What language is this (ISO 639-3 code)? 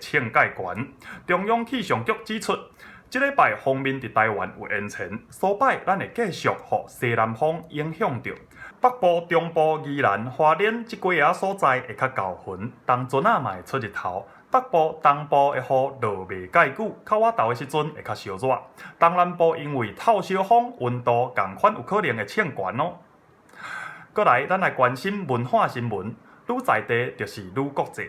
nan